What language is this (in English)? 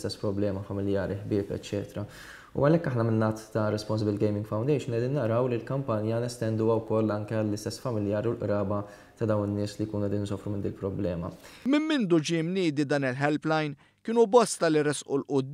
Maltese